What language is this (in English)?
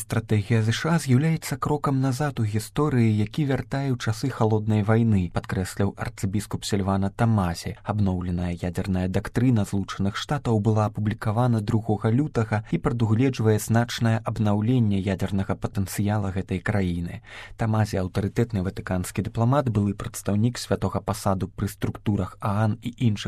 Belarusian